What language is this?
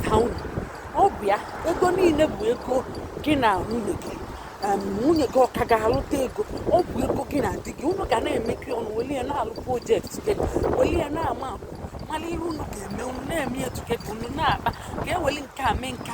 Igbo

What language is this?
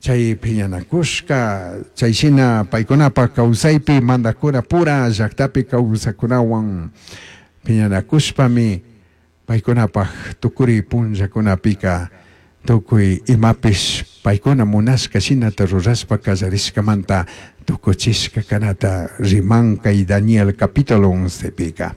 Chimborazo Highland Quichua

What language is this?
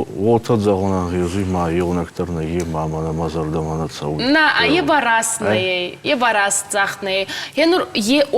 Ossetic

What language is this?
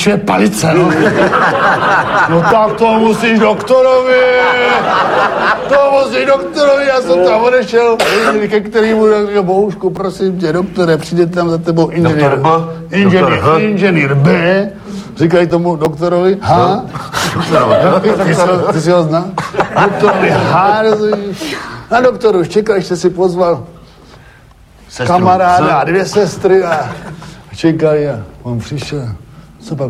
Czech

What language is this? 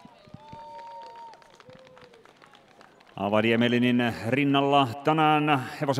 Finnish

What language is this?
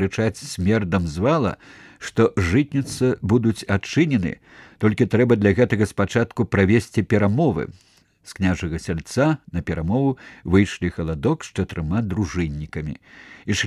Belarusian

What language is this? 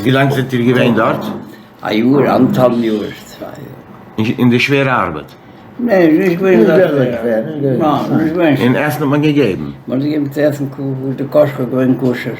Yiddish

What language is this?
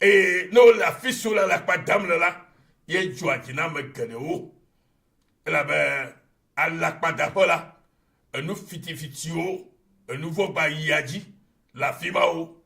Ewe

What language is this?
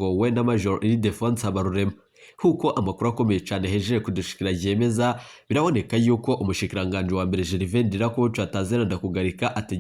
Rundi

